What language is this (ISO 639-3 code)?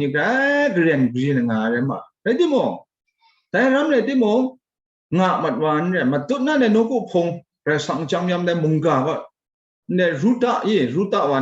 kac